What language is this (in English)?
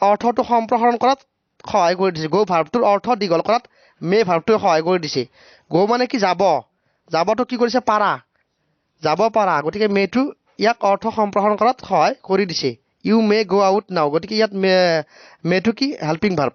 Assamese